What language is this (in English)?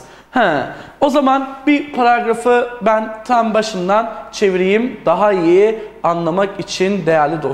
Turkish